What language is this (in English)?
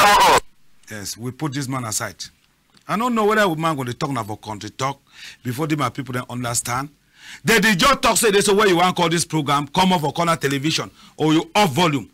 Cameroon Pidgin